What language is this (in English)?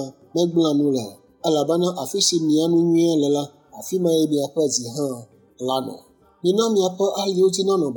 Ewe